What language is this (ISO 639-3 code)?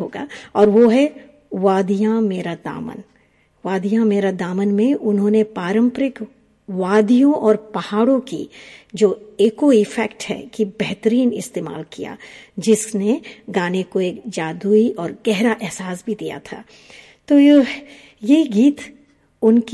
hin